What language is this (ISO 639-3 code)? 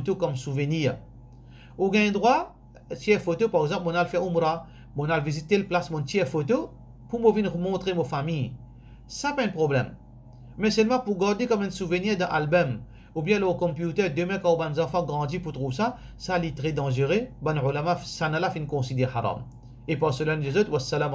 mfe